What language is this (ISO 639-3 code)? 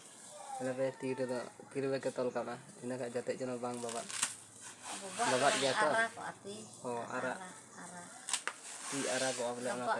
sat